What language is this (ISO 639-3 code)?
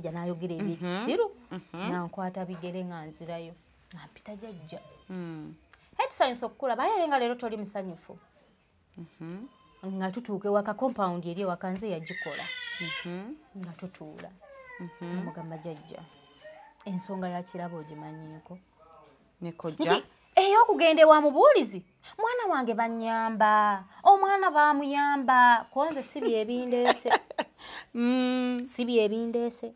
lug